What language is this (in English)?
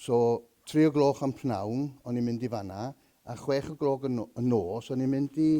Welsh